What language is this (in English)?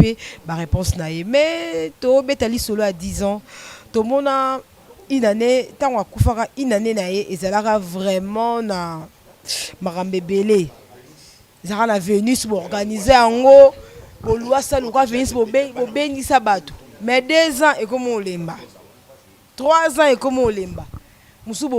Lingala